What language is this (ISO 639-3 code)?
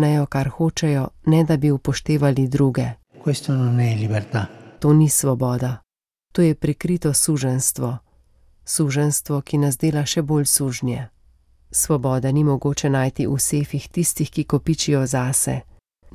slv